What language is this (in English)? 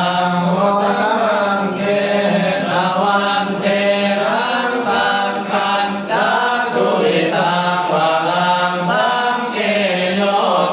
Pali